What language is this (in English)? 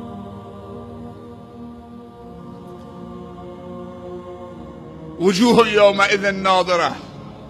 Persian